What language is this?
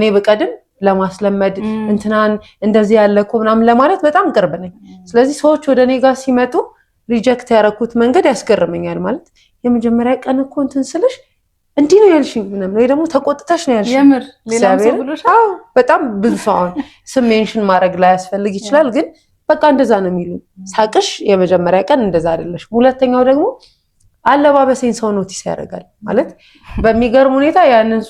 Amharic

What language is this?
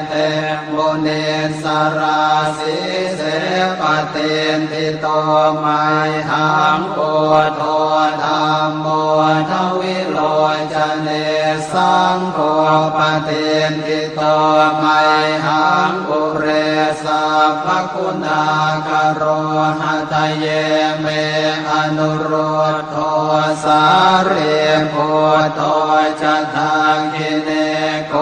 Pali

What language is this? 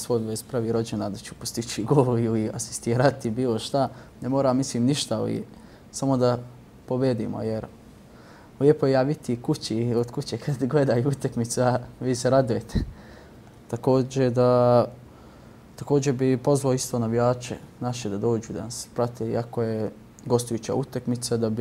Bosnian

